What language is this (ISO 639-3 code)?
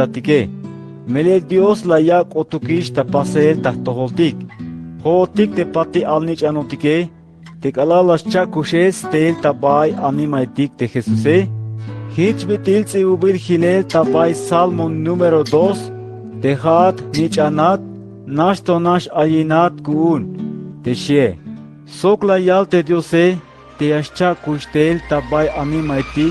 tzh